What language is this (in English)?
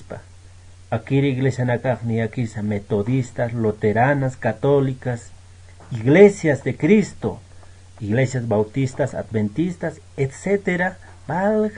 Aymara